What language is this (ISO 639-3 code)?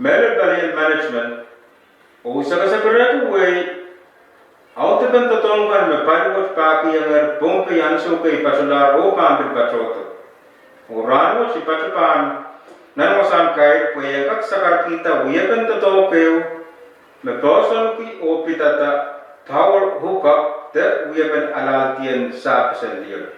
pon